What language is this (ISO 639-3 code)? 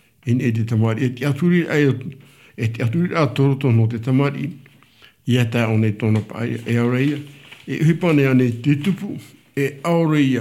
tah